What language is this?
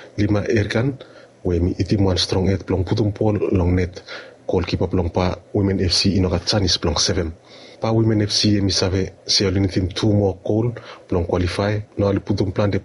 Bislama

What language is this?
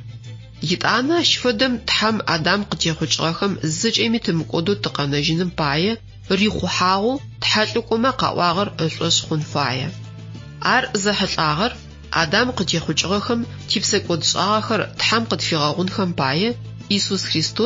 Adyghe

